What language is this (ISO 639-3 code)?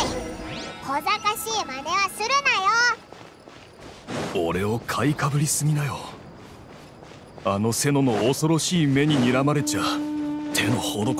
jpn